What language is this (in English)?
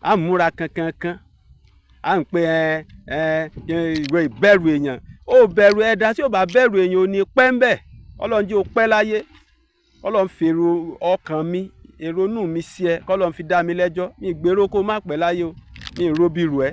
Yoruba